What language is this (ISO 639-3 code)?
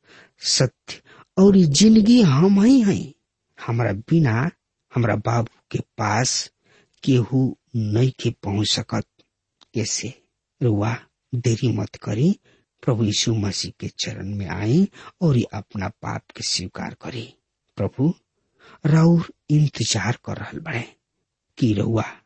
bho